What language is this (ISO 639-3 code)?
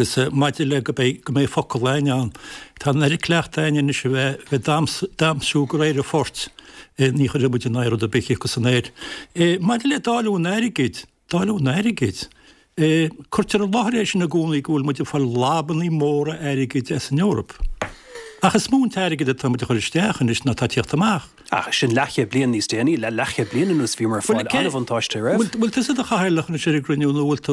gle